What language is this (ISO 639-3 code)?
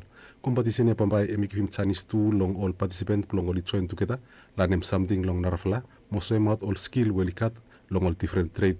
bis